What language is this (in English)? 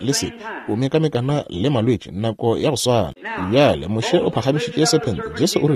Northern Sotho